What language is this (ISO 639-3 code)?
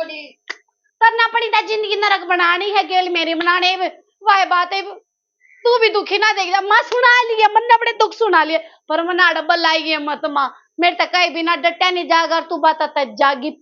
bgc